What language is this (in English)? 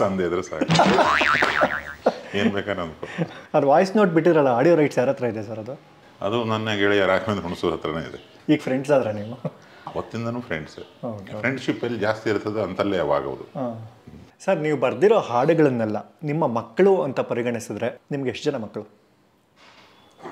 Kannada